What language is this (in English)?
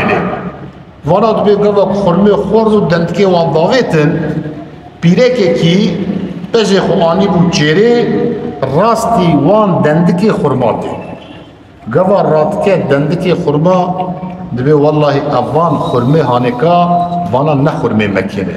Kurdish